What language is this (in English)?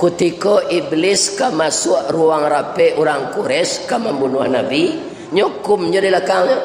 Minangkabau